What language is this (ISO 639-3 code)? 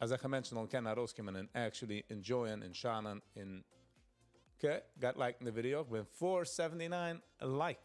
yid